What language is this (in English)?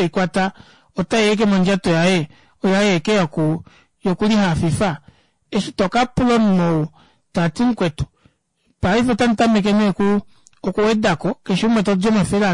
Kuanyama